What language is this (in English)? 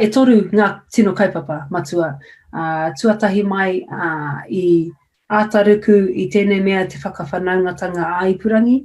Māori